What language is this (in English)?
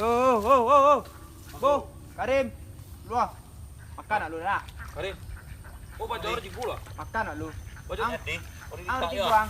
Minangkabau